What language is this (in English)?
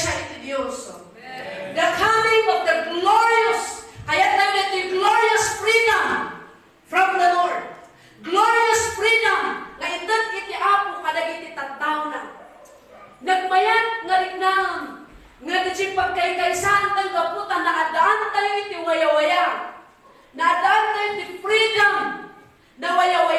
Iloko